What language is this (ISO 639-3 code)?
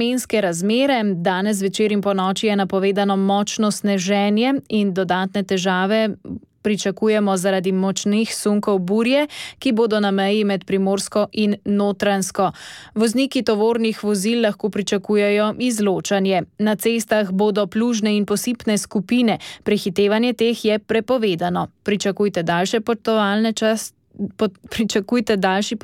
slv